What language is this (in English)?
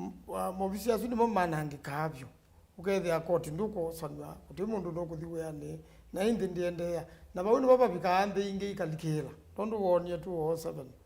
Kamba